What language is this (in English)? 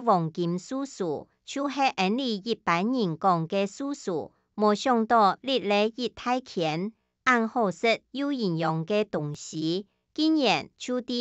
Hakka Chinese